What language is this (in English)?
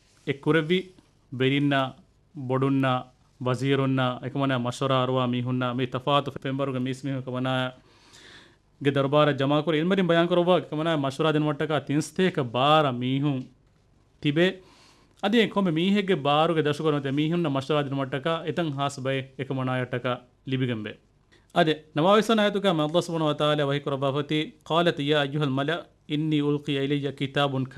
Divehi